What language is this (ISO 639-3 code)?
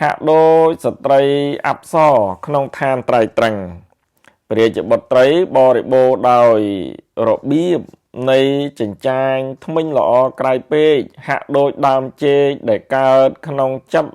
khm